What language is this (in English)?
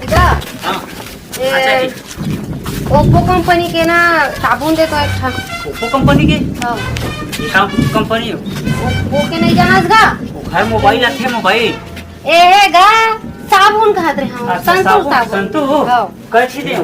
Chhattisgarhi